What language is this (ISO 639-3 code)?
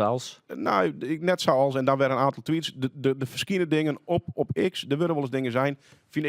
fry